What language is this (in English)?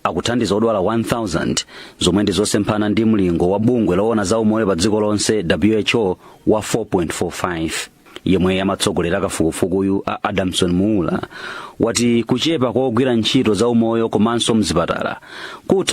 Nyanja